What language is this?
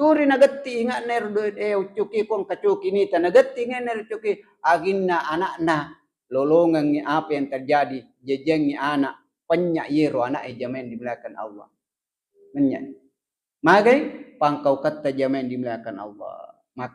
Buginese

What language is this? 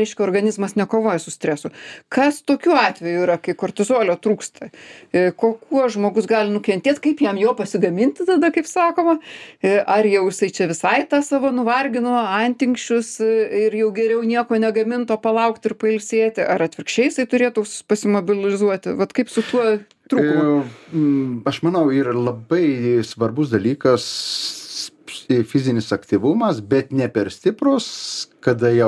Lithuanian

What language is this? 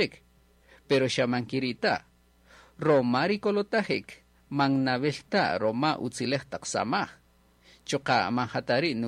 Kaqchikel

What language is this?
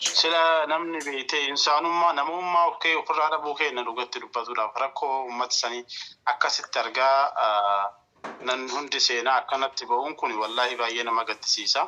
Oromo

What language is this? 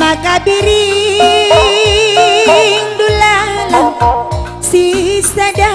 Batak Karo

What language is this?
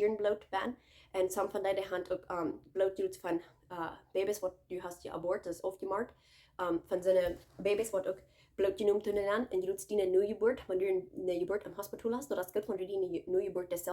Plautdietsch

